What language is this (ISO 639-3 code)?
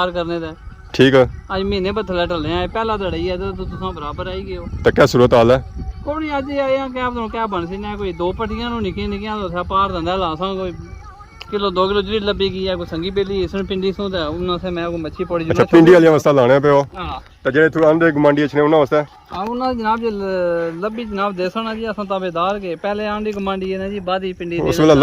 phr